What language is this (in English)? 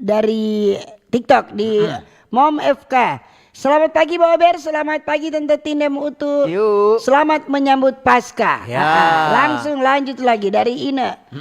Manado Malay